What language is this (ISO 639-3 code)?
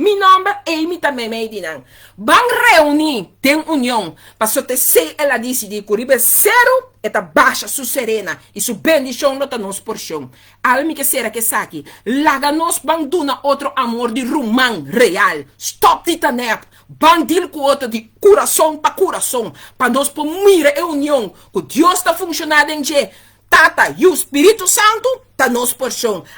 pap